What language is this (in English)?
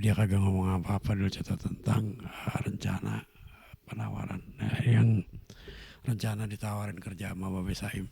Betawi